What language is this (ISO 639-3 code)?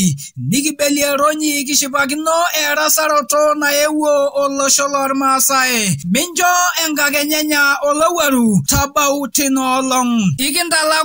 mas